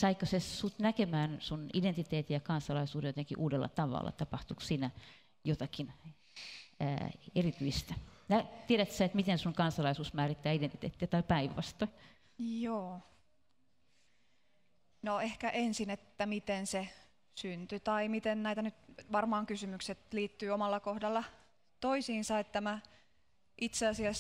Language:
Finnish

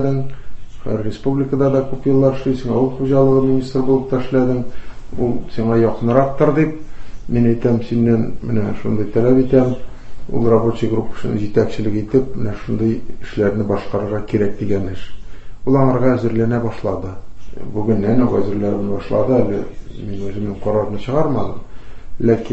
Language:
Tatar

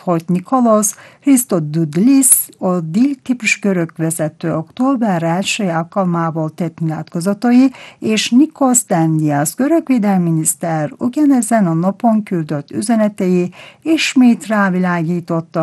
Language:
Hungarian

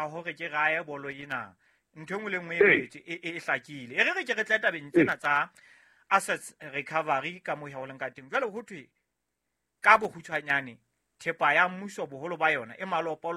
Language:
Southern Sotho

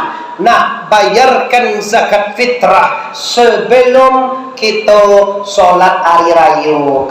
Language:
Minangkabau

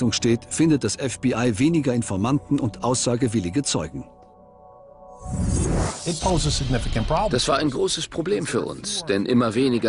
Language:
German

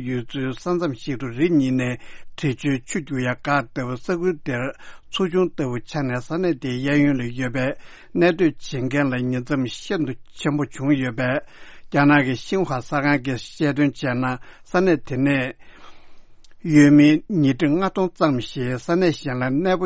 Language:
Tibetan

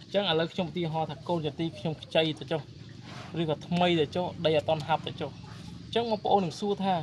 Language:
Khmer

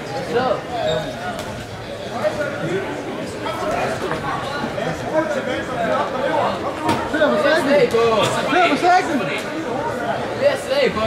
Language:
Danish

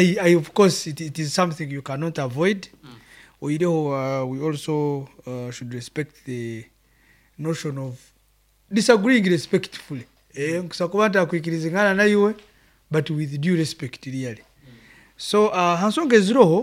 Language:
Nyankole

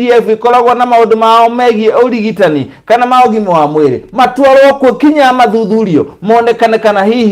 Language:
Kikuyu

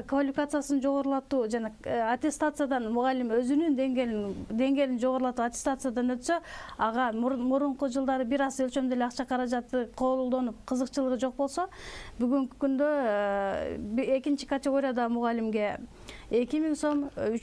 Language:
Kyrgyz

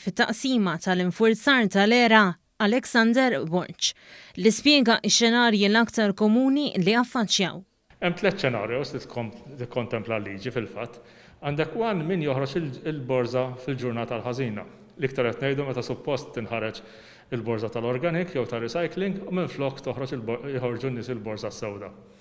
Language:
Maltese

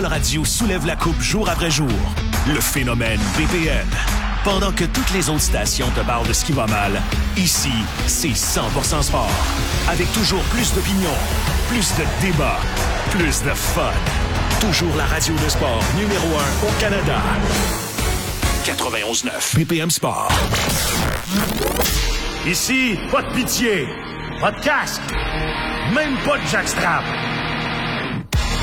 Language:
French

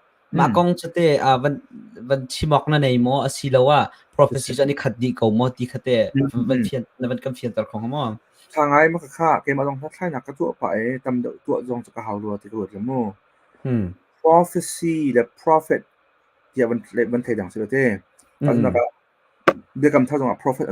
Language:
Hakha Chin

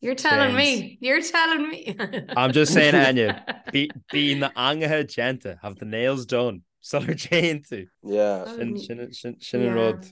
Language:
Irish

